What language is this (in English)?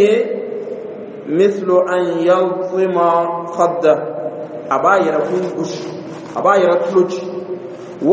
Dyula